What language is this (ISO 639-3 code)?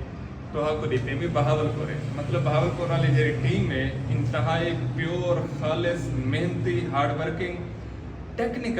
skr